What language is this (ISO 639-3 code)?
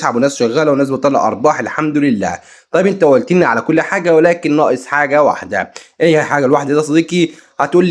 arz